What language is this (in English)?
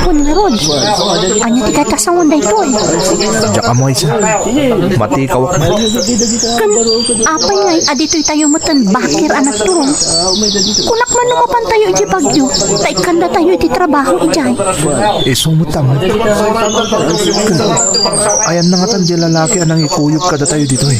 Iloko